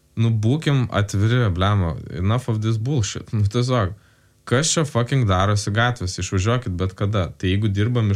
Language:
Lithuanian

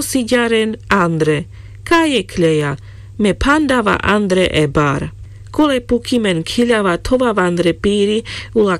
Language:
Carpathian Romani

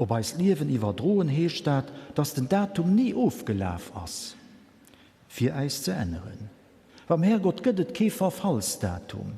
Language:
Luxembourgish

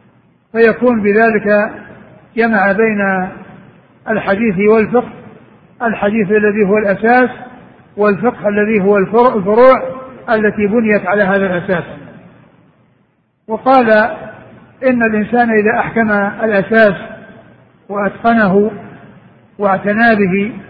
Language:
Arabic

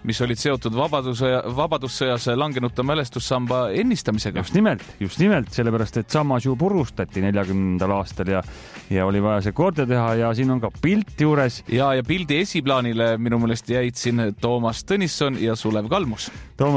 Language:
Estonian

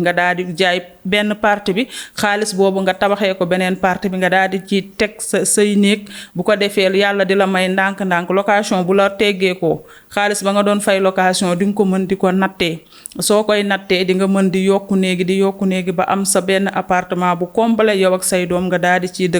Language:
Wolof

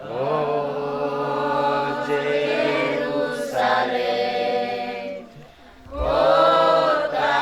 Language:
Batak Karo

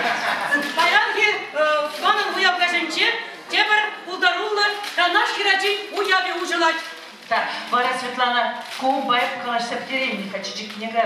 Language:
Chuvash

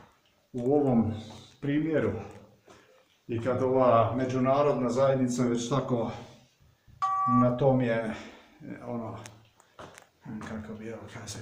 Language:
Croatian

